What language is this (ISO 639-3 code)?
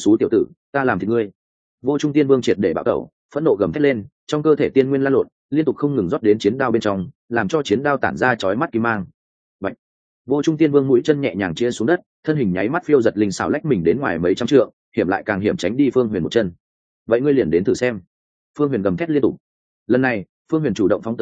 vie